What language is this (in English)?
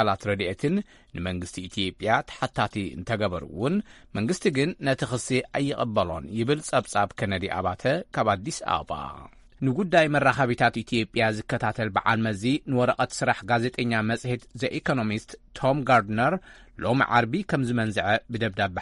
Tigrinya